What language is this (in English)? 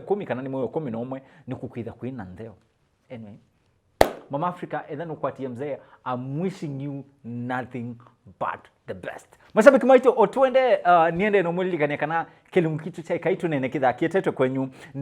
Kamba